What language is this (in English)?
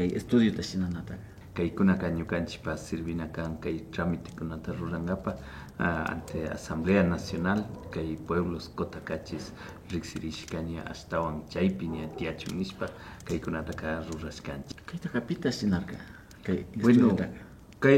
Imbabura Highland Quichua